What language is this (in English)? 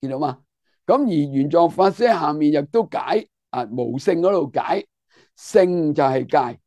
Cantonese